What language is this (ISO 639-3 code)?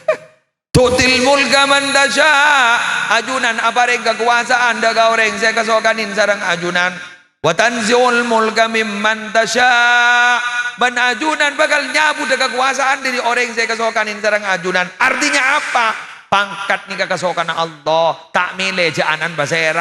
mad